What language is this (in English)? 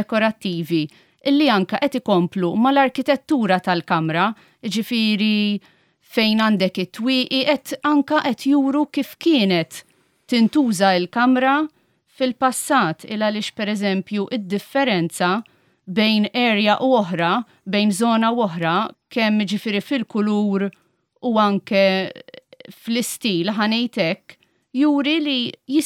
Maltese